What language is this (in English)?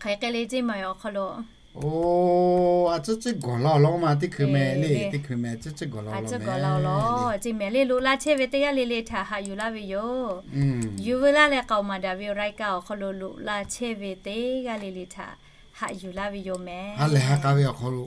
Lahu